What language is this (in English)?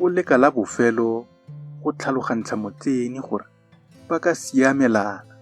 Tswana